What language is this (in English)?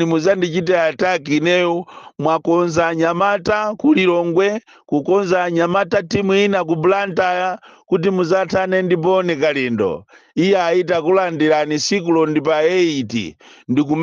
Nyanja